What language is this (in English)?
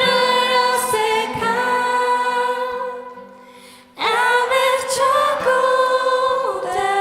Faroese